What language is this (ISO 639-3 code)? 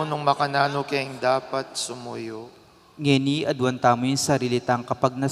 pam